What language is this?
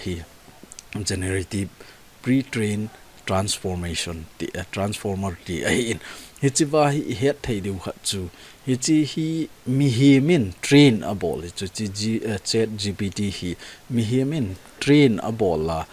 Thado Chin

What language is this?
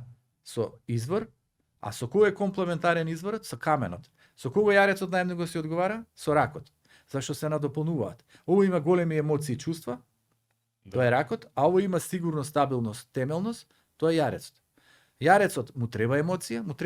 Macedonian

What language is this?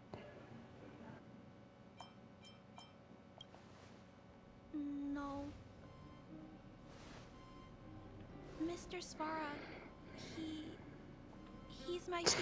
Portuguese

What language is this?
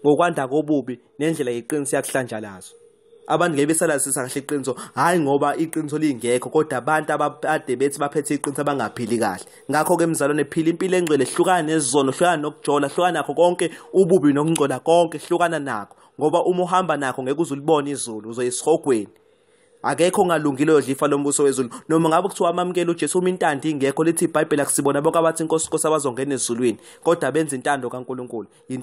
Zulu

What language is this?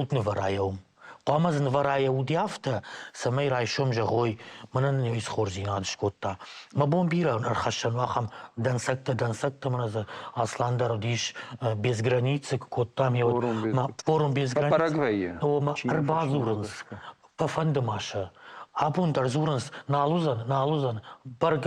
Ossetic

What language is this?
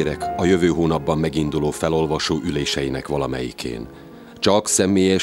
Hungarian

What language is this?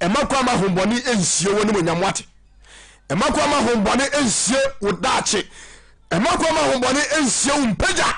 Akan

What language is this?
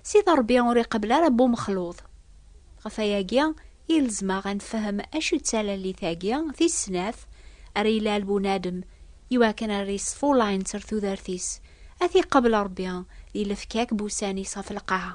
Kabyle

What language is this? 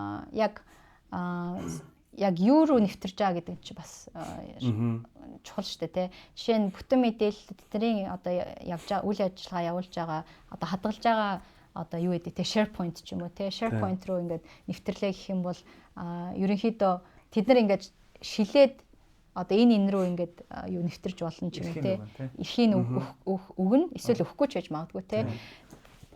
Mongolian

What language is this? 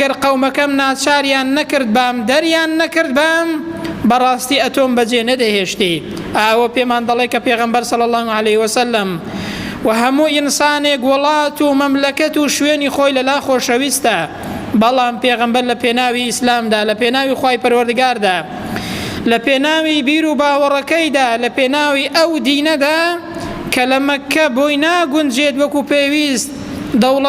Central Kurdish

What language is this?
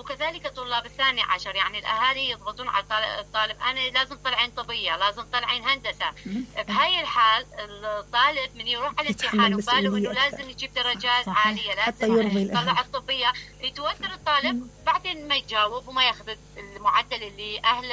Mesopotamian Arabic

